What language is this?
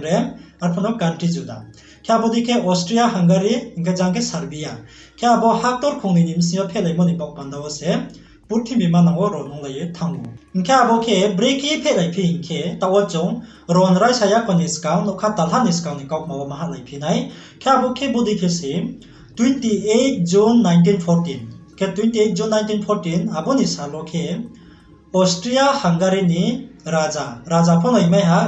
Riang (India)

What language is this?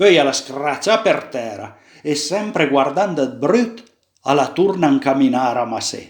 Piedmontese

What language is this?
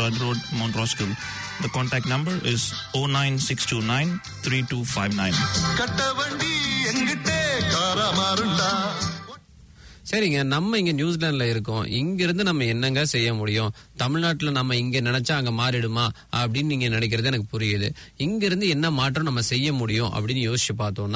Tamil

